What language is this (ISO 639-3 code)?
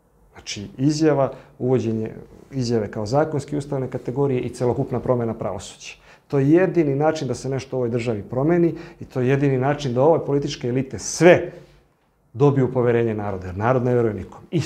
srp